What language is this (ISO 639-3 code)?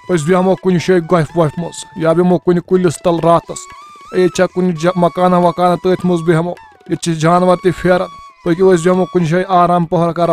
kas